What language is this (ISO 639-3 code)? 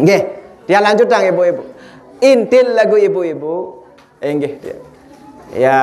sas